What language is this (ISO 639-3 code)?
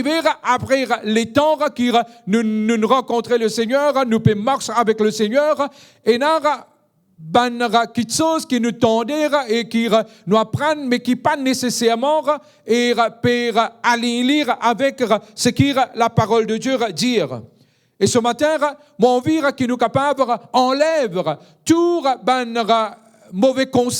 mfe